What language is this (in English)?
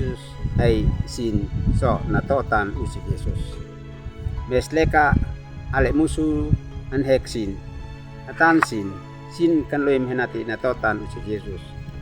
Uab Meto